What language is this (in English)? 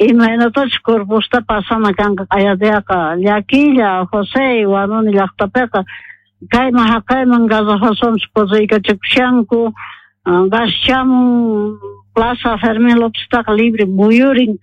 South Bolivian Quechua